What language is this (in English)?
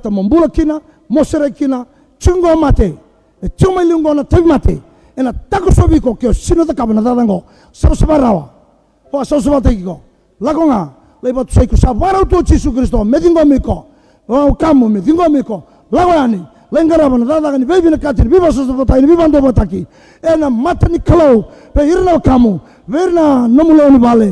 Fijian